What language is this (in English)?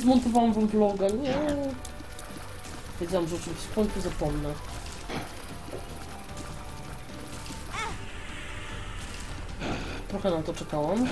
Polish